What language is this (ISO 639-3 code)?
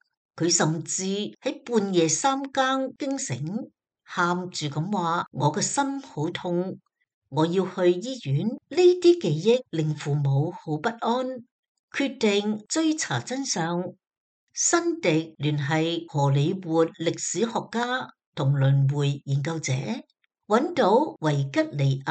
yue